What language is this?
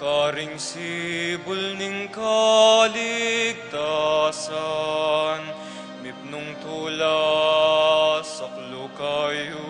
Pampanga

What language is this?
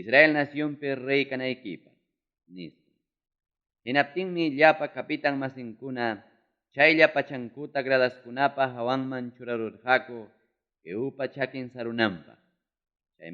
Ayacucho Quechua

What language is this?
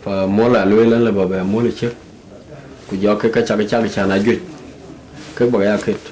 Dinka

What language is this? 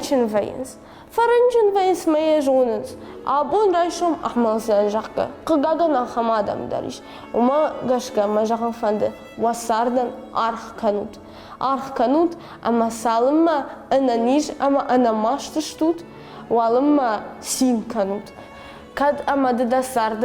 Ossetic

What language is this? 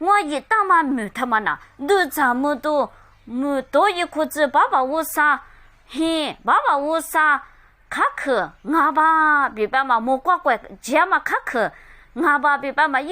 Lisu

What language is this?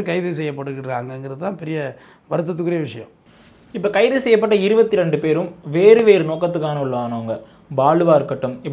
Tamil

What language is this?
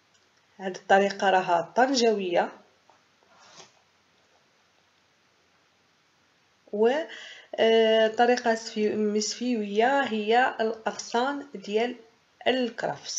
Moroccan Arabic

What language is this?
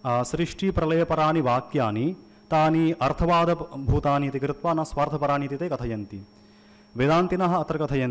Sanskrit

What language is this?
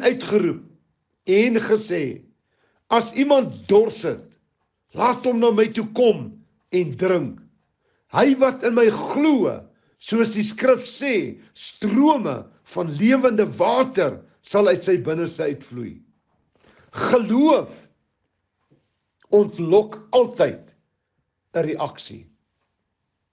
Afrikaans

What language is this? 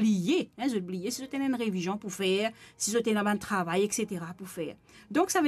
Morisyen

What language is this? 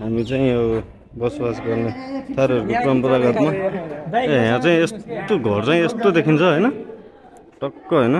Nepali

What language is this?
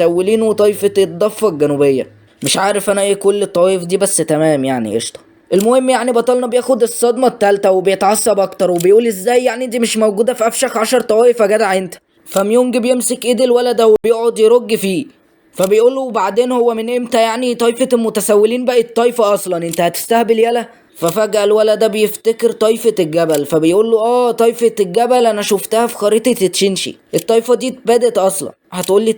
Egyptian Arabic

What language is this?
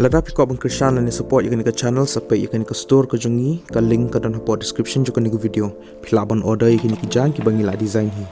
Khasi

